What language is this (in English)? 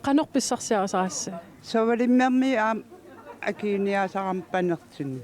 Kalaallisut